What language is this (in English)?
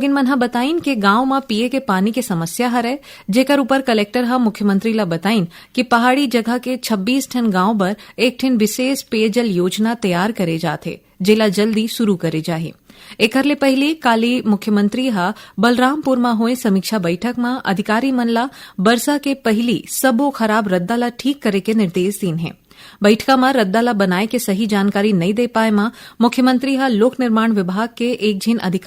Chhattisgarhi